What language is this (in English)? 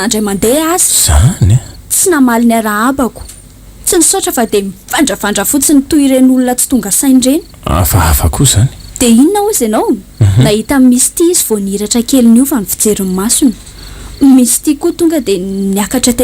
Malagasy